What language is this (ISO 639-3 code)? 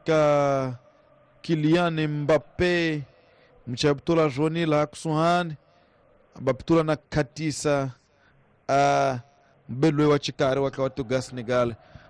tso